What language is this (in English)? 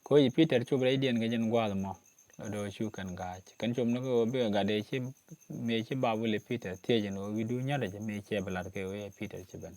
Nuer